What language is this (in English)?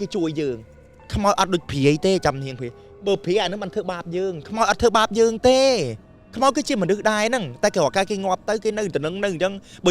Khmer